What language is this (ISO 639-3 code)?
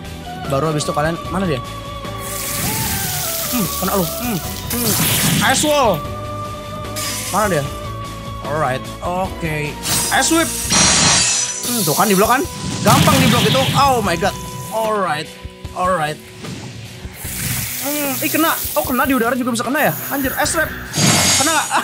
ind